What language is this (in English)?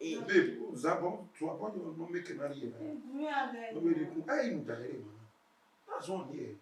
Bini